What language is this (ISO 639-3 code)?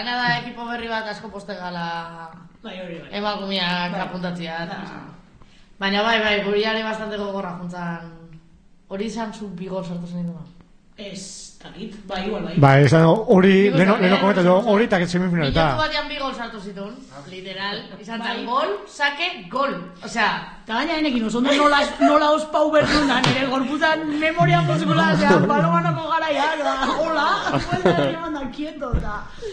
eus